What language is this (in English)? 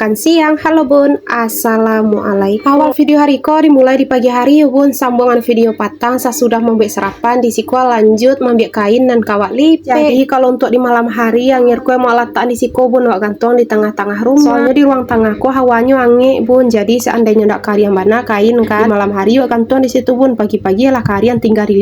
Minangkabau